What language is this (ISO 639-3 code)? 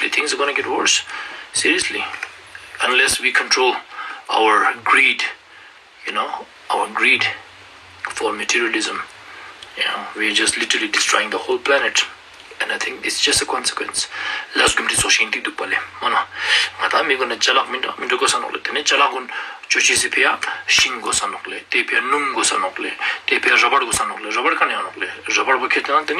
lbj